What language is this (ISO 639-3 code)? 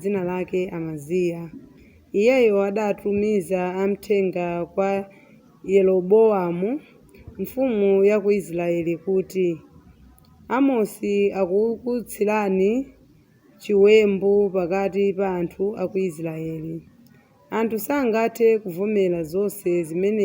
nya